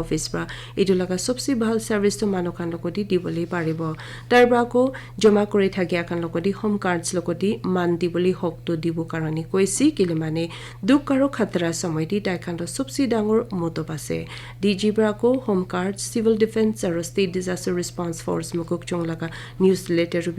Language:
Naga Pidgin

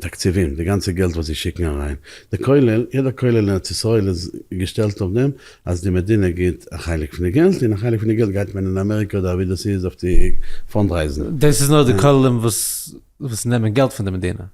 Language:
Yiddish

